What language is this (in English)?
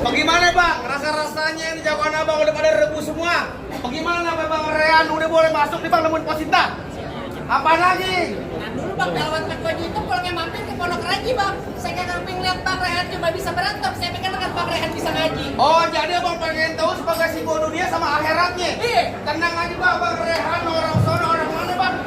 Betawi